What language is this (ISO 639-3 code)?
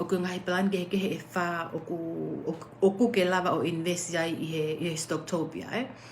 ton